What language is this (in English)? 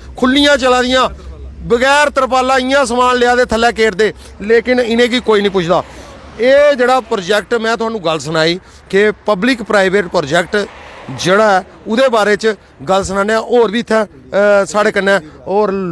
Dogri